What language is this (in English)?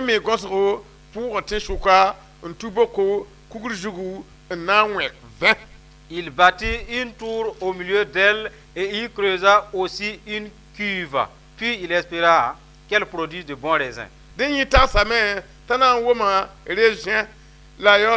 Mossi